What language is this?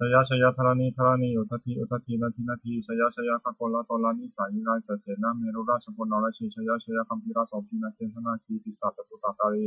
Pali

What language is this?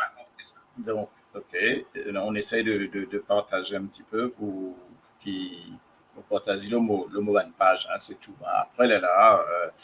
Morisyen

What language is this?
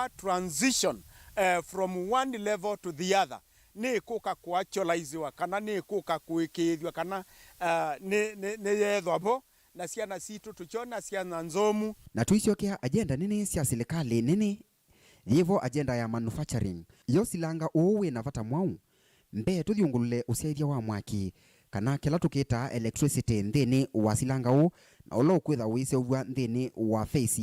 Kamba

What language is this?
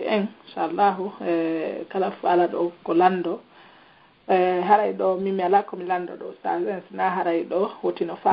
Pular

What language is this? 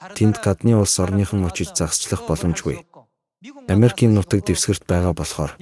Mongolian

